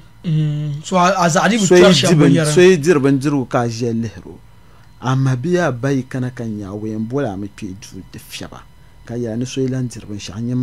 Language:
Dagbani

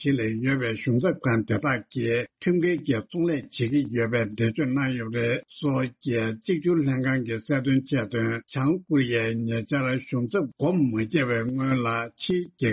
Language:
Tibetan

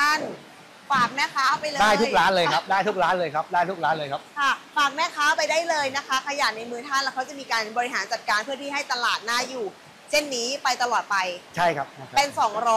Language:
Thai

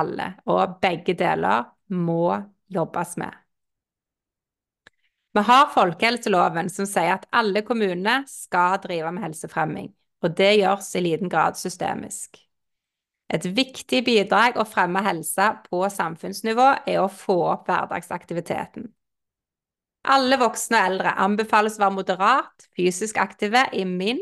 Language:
Norwegian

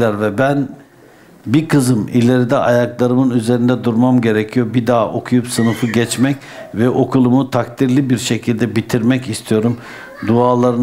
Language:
Turkish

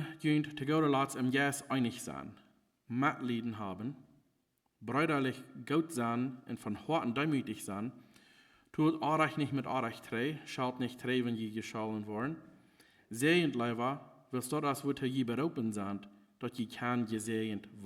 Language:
Plautdietsch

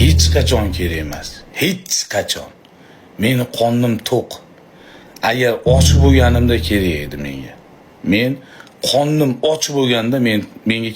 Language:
Uzbek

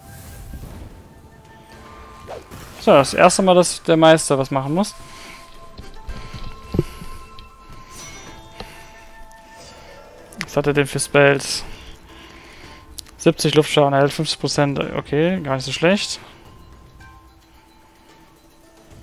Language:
German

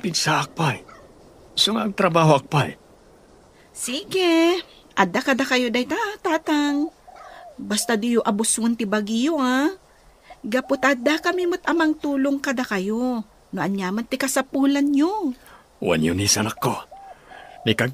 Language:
Iloko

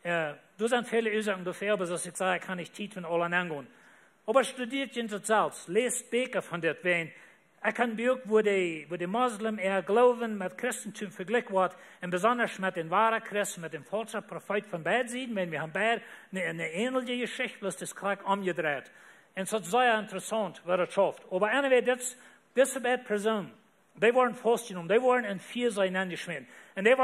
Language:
Plautdietsch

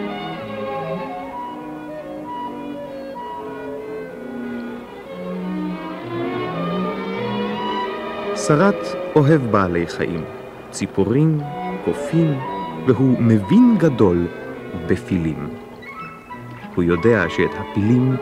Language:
Hebrew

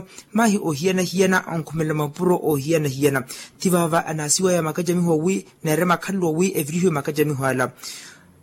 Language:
Makhuwa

